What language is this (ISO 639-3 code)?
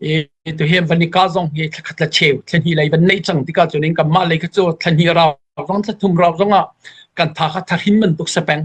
cfm